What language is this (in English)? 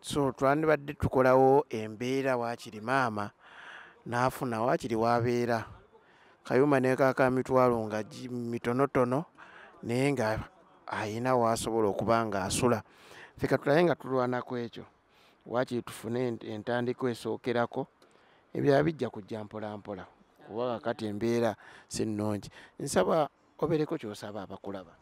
Ganda